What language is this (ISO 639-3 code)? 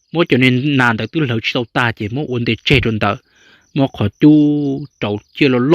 hmn